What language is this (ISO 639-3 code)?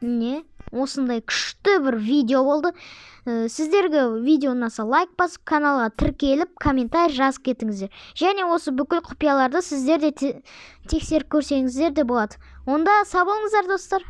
kaz